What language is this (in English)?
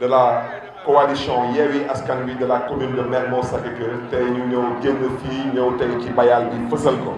Wolof